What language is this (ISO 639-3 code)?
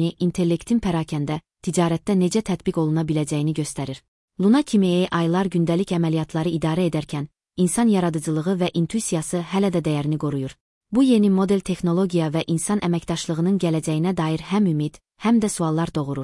aze